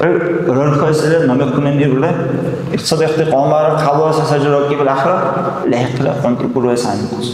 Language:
Dargwa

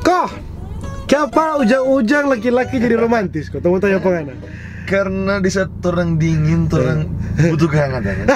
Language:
Manado Malay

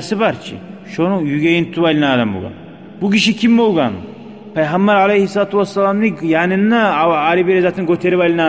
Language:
Kumyk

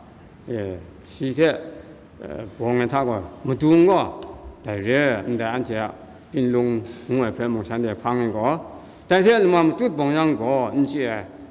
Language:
Kachin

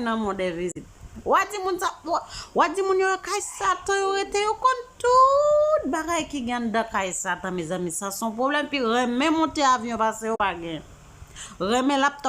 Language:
Haitian Creole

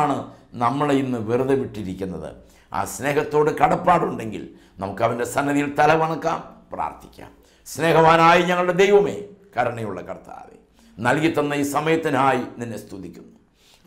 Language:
Malayalam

